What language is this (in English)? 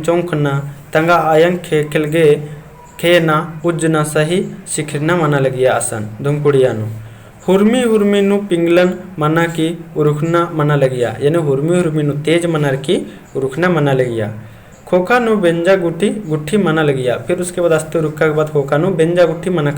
Kurukh